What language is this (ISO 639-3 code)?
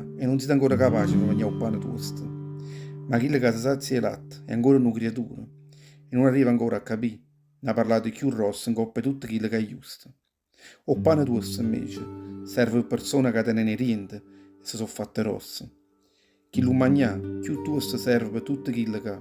nap